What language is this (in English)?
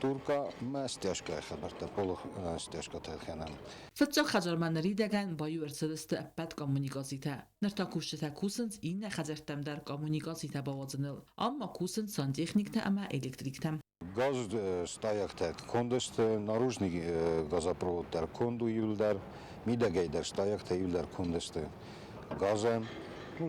Ossetic